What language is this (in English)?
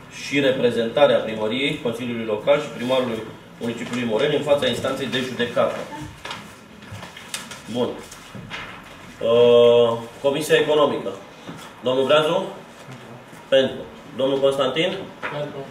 Romanian